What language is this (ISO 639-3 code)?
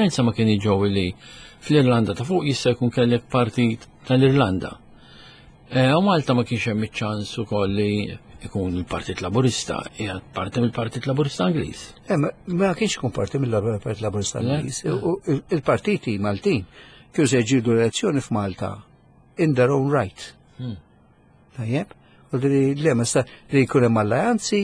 mlt